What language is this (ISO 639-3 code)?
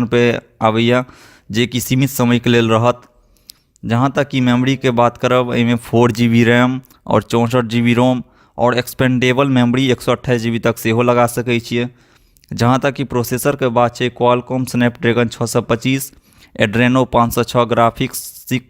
mai